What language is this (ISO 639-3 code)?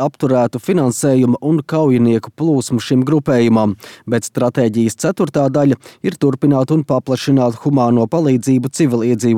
lav